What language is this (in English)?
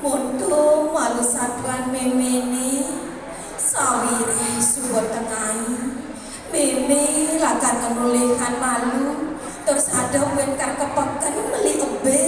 Balinese